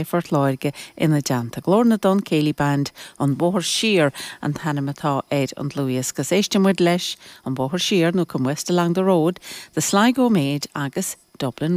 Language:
Irish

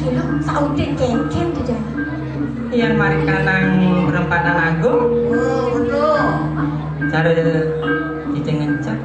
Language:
Balinese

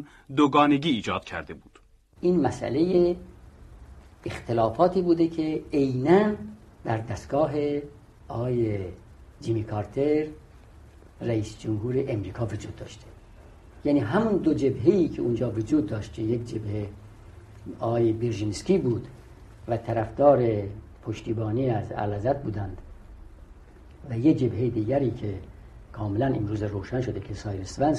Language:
Persian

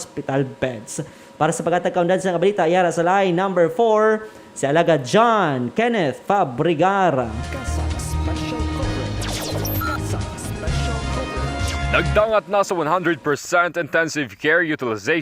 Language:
Hiligaynon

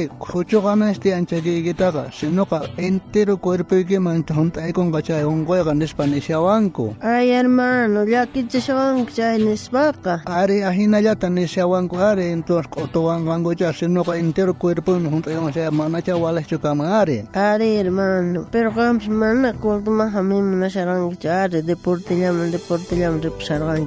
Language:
South Bolivian Quechua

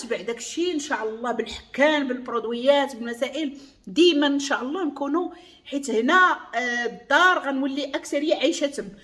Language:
Moroccan Arabic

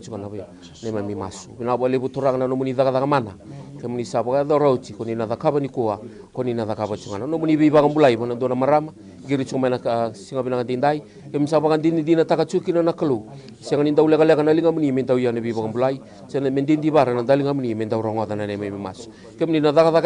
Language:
Fijian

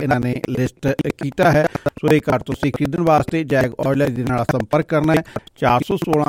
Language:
Punjabi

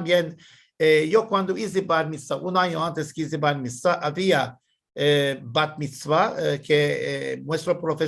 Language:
Ladino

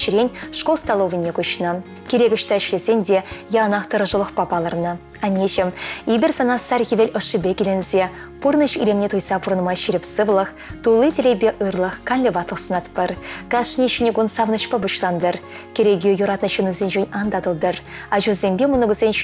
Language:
Chuvash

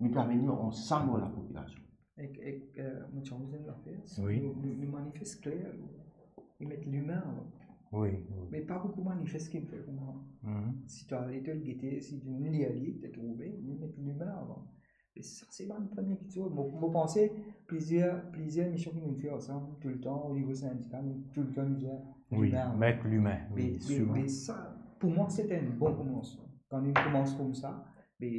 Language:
Morisyen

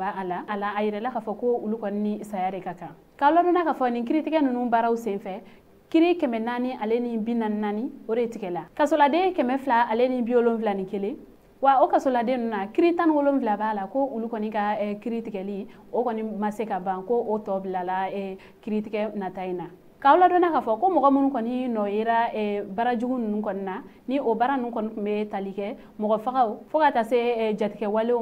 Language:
Bambara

